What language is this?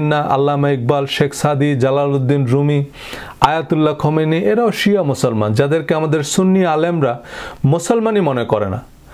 Bangla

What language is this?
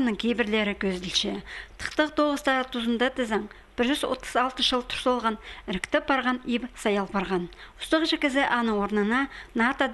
Khakas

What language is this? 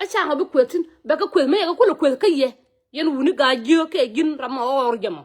Nuer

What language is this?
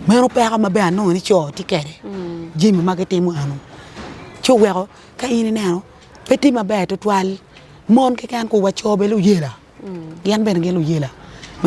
Acoli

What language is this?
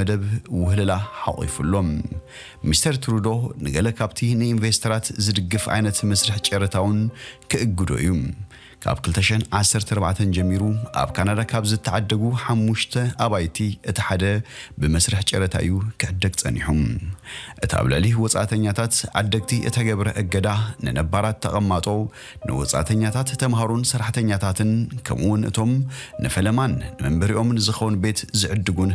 Tigrinya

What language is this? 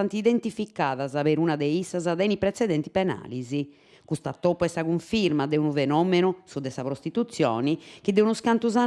Sardinian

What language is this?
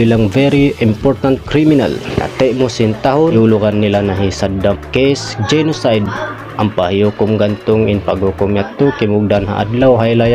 Tausug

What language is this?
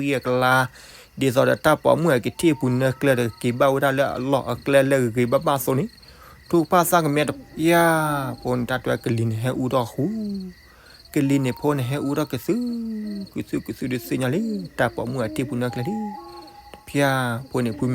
S'gaw Karen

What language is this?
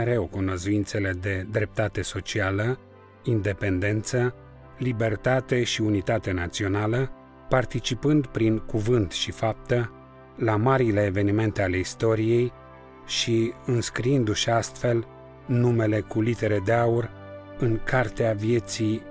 Romanian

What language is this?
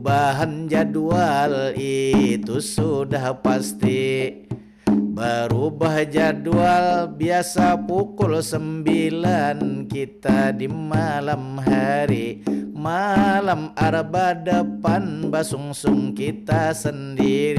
Banjar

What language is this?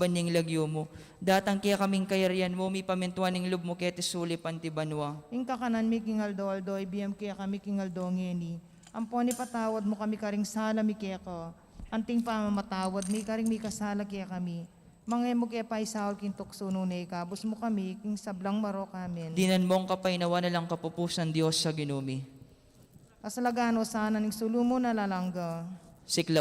Pampanga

